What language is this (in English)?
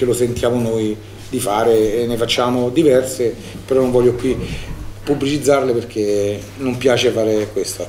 Italian